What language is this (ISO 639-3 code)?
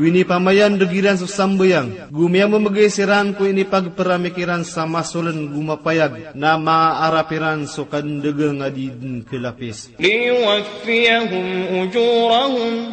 mrw